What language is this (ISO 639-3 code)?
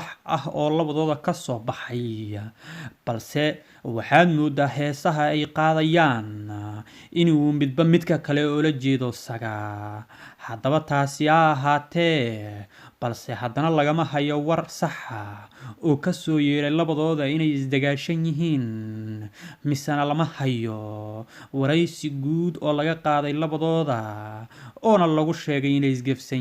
som